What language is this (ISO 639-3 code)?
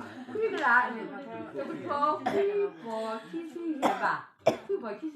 ksw